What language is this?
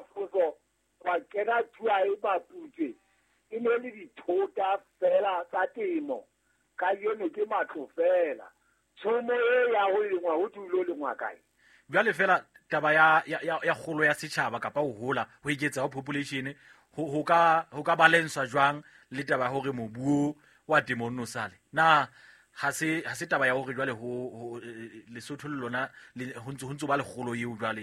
Southern Sotho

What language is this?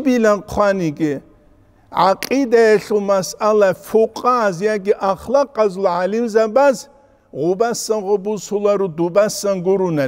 Avaric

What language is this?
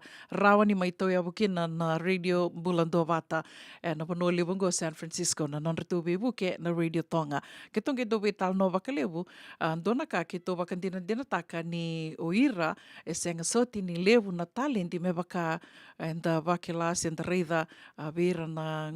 Fijian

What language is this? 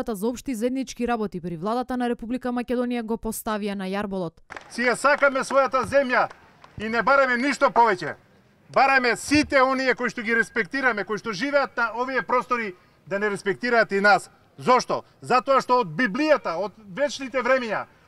Macedonian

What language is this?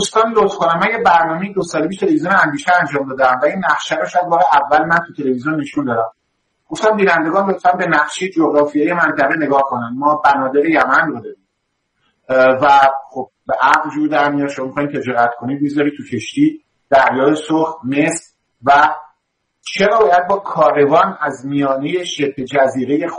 Persian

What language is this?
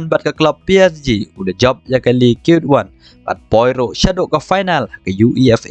Khasi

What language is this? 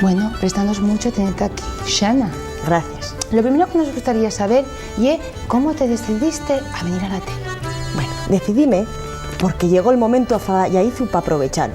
Asturian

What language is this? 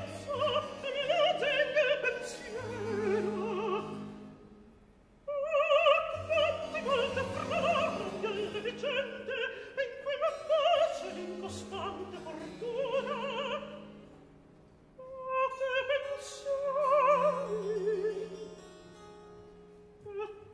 Italian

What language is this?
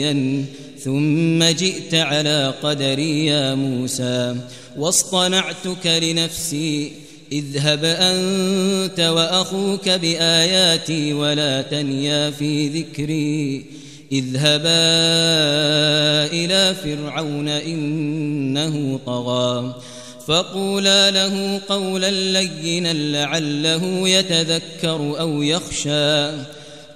Arabic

